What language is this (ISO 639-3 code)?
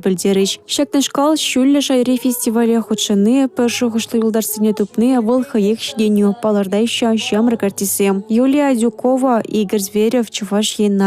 chv